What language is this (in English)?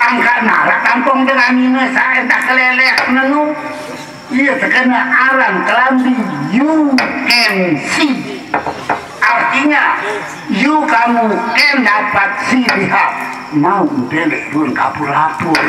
Sasak